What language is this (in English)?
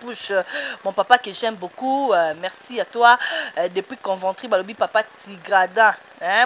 Lingala